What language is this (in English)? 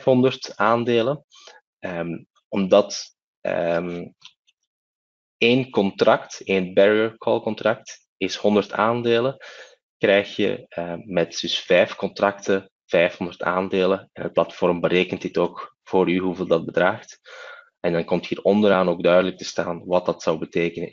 Dutch